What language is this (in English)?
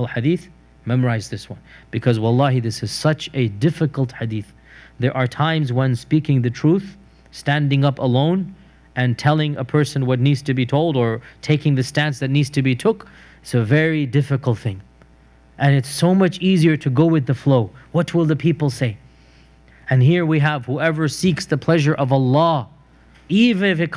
English